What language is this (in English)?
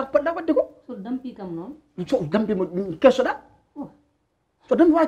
Fula